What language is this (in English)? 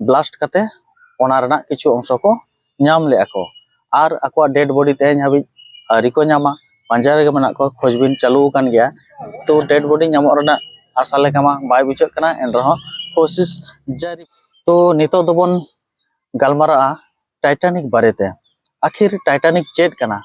Santali